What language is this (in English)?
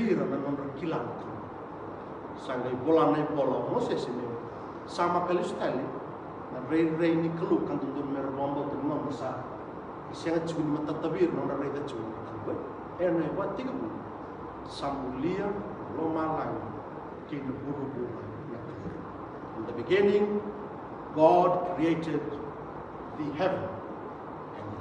Fijian